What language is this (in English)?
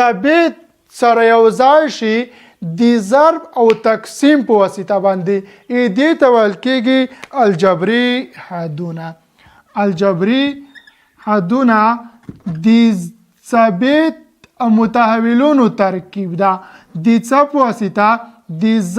Pashto